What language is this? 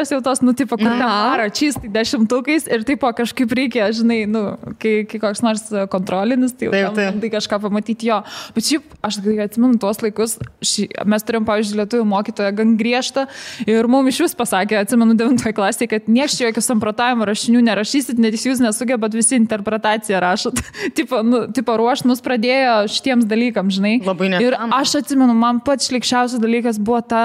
Lithuanian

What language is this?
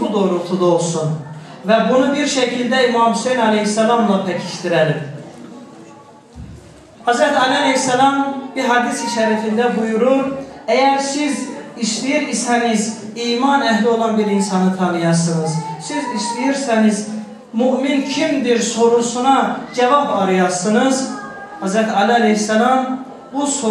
Turkish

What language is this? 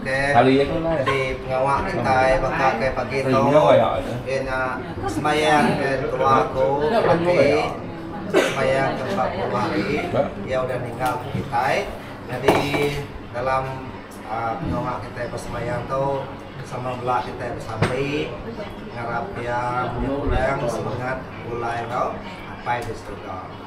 Iban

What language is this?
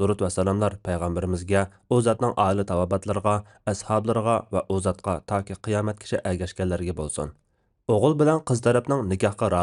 Uyghur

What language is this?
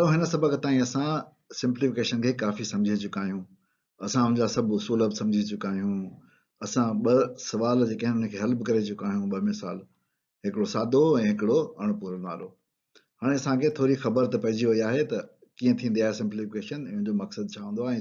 Sindhi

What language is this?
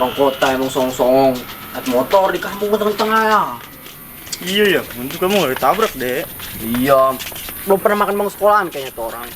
Betawi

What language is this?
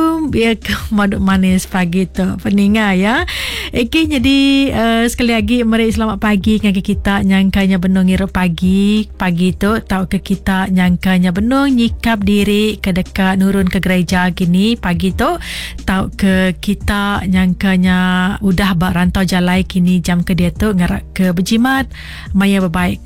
Iban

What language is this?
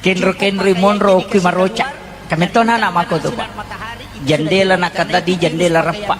Buginese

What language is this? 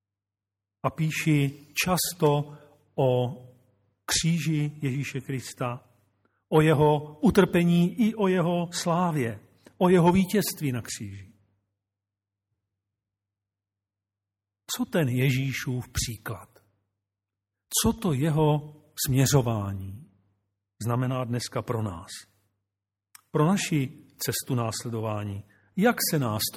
Czech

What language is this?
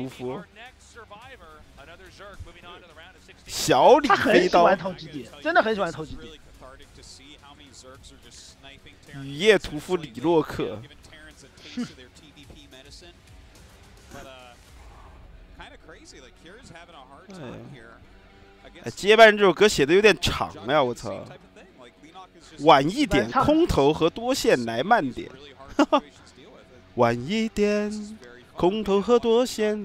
Chinese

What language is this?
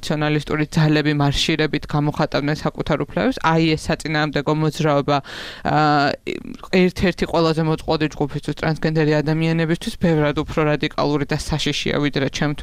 Georgian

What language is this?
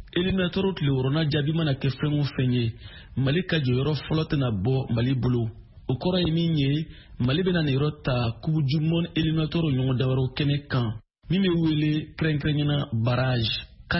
Bambara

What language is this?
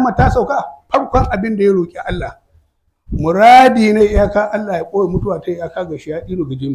Hausa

